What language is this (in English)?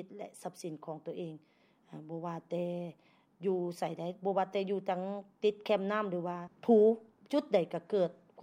Lao